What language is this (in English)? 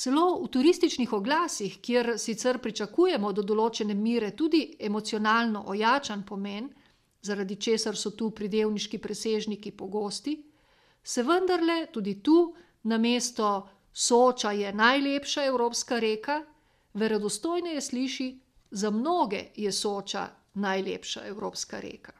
Slovenian